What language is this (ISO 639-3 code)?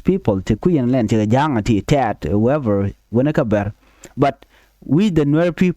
nus